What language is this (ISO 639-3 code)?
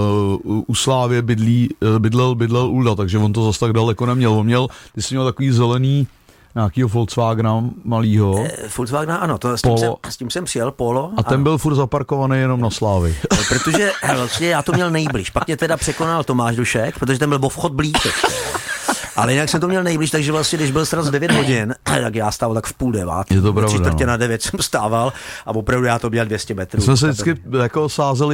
ces